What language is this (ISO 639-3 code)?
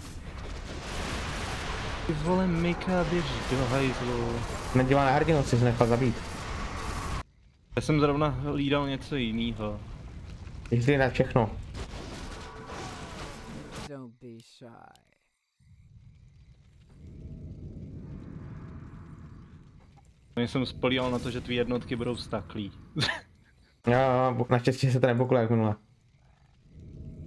ces